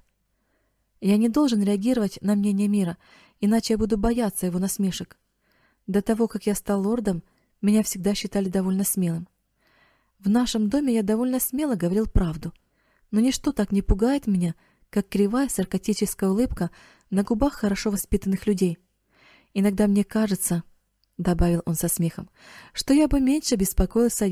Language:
Russian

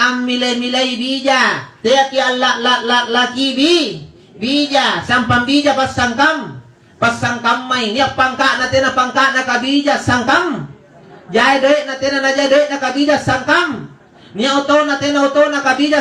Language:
Makasar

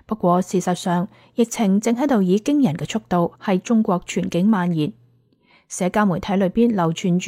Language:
Cantonese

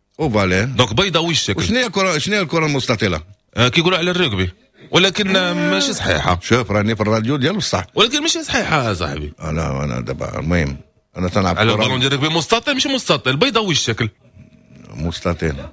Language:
Moroccan Arabic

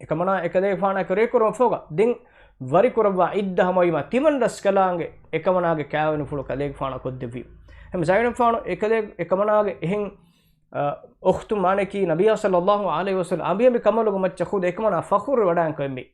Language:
Divehi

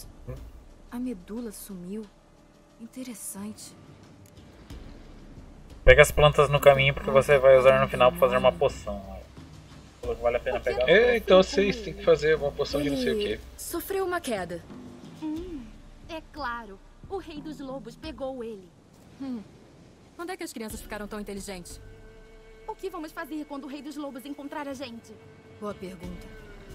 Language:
Portuguese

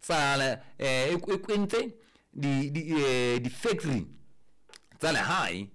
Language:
Southern Sotho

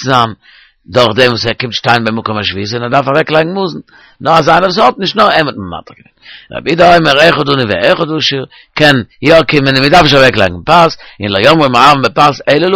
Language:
Yiddish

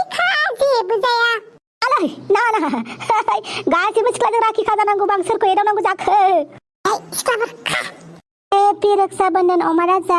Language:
Bodo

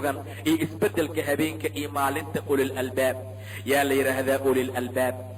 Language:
Somali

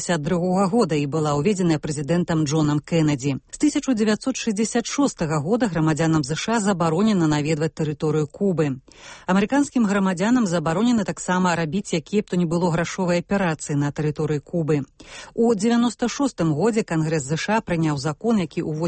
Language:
Belarusian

